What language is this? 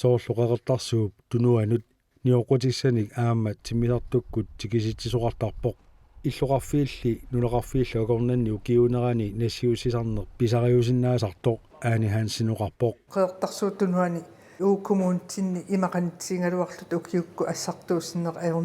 Kalaallisut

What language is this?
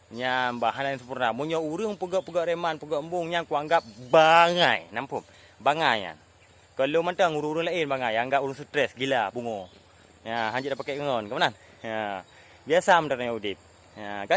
Achinese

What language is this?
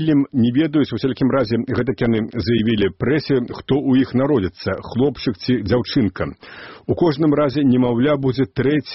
Belarusian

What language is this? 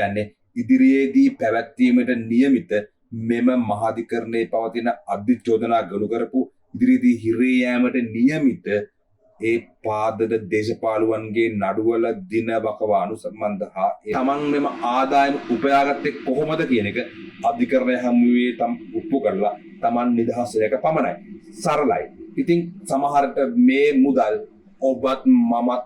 Sinhala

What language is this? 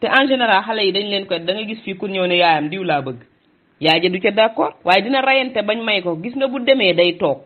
Wolof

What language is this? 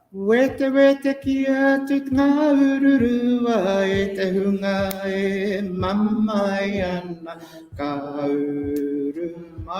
Māori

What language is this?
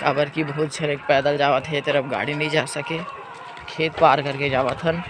Chhattisgarhi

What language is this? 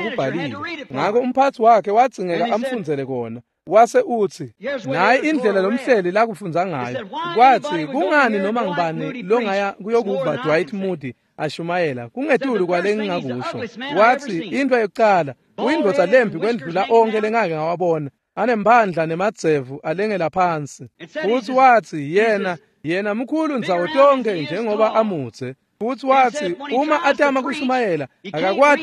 Swati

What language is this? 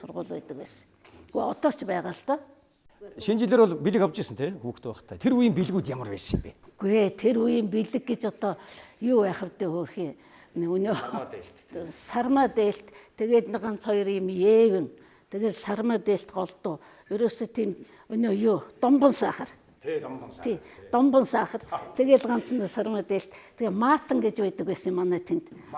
Mongolian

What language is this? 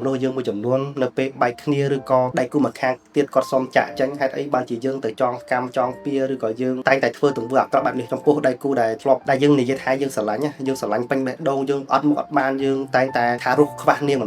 Khmer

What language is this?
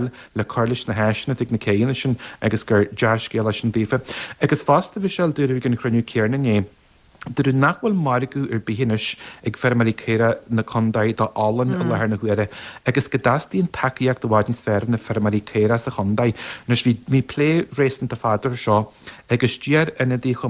Irish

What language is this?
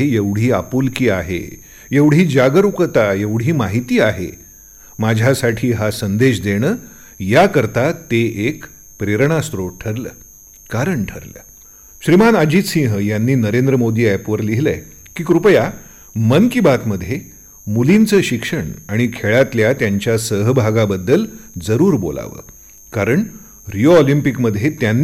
Marathi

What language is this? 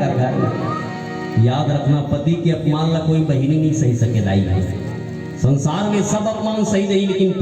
Chhattisgarhi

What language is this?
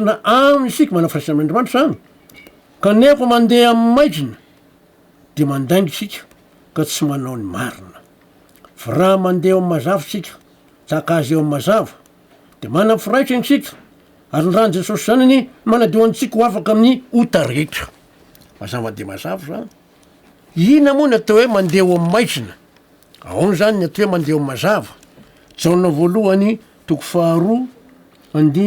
Malagasy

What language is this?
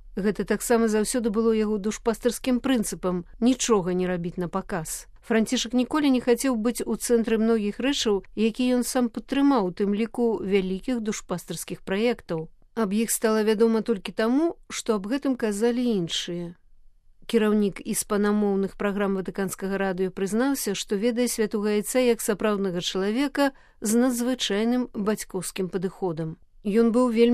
Belarusian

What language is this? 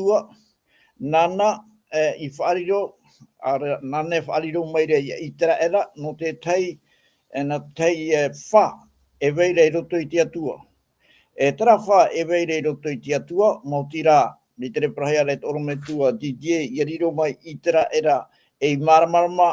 Tahitian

